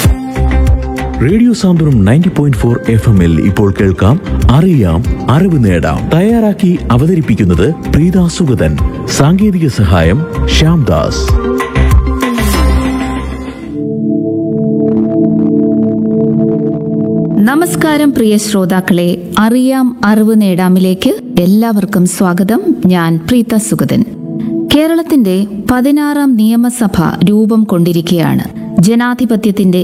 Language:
Malayalam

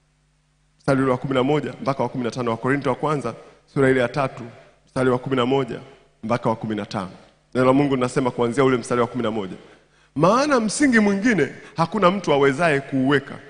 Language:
Swahili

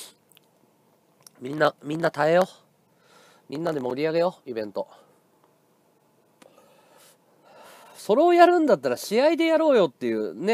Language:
Japanese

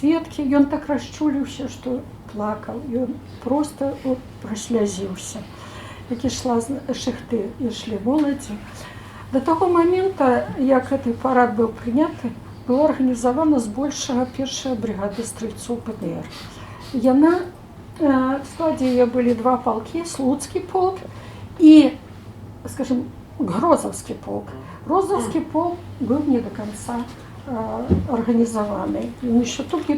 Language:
Belarusian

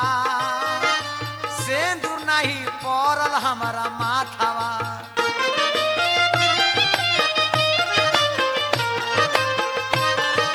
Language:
Bhojpuri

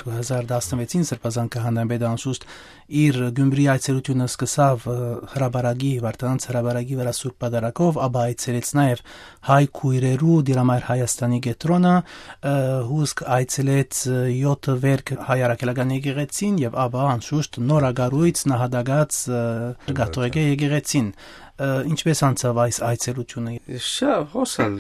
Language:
Armenian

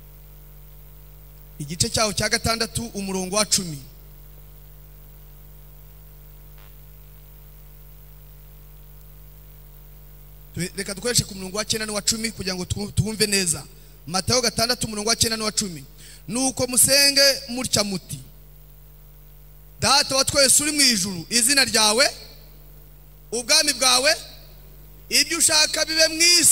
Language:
Kinyarwanda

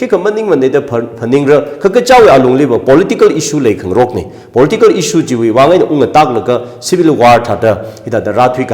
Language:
Tangkhul Naga (India)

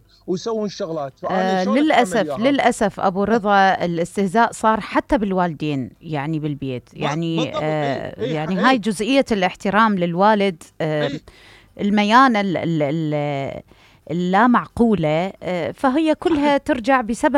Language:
Mesopotamian Arabic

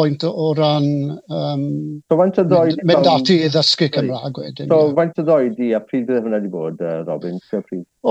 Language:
Welsh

